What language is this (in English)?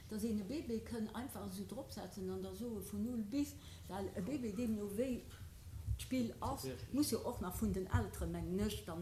Luxembourgish